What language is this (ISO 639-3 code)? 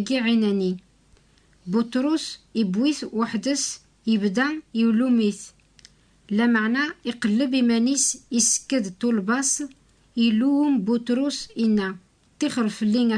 kab